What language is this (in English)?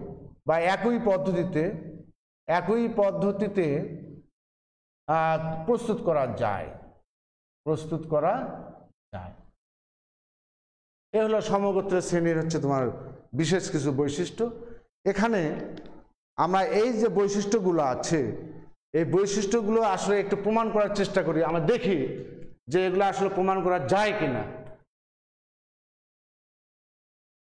Bangla